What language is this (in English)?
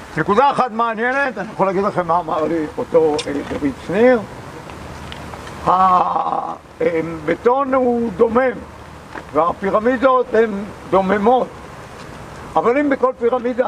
Hebrew